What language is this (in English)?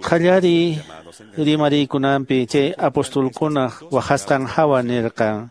Quechua